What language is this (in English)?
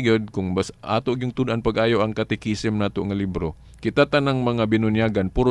Cebuano